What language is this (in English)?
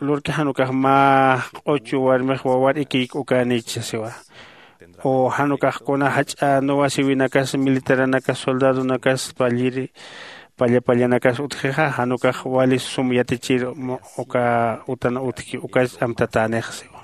Aymara